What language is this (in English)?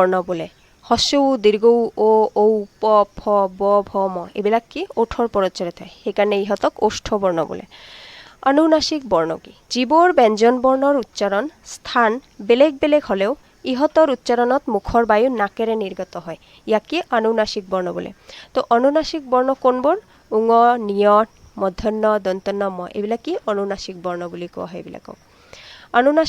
Assamese